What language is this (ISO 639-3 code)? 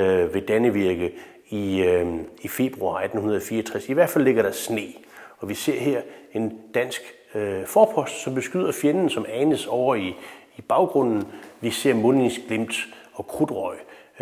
dan